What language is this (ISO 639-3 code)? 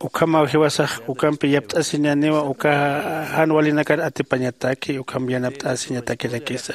aym